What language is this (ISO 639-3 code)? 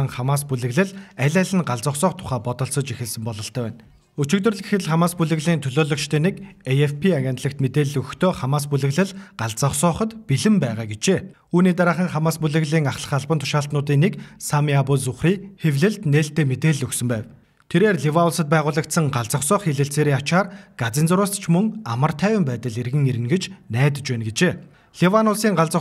mon